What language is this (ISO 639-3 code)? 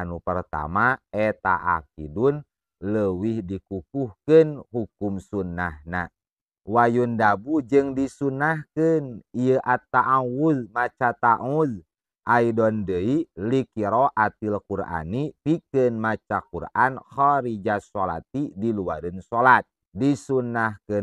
sun